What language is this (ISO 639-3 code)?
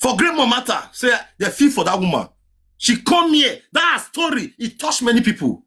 pcm